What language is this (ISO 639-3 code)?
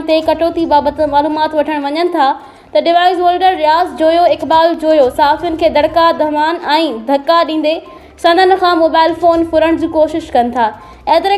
snd